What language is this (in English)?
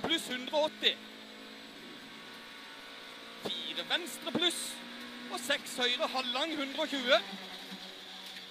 Norwegian